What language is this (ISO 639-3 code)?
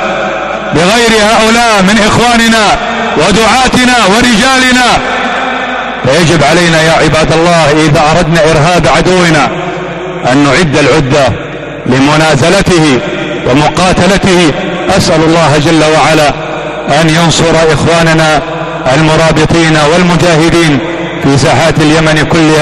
ara